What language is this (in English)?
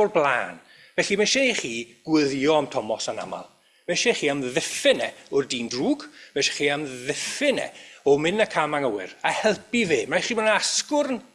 Welsh